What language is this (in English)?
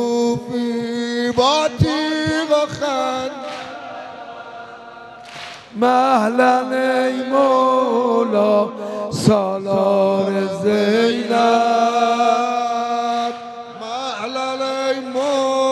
Persian